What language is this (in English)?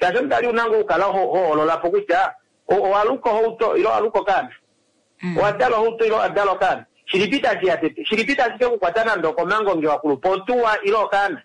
Kuanyama